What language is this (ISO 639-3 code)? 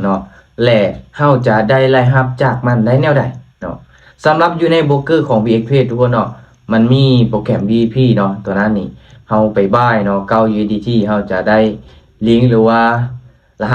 lao